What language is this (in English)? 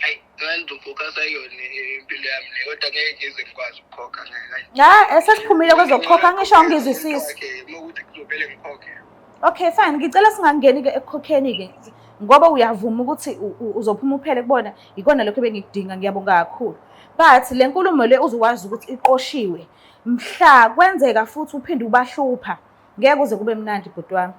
Zulu